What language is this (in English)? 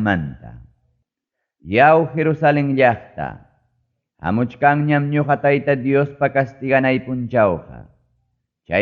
Ayacucho Quechua